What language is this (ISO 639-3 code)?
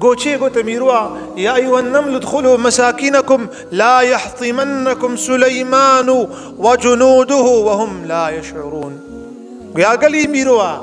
kur